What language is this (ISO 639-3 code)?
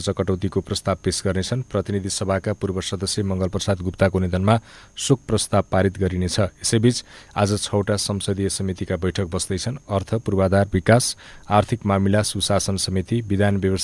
nep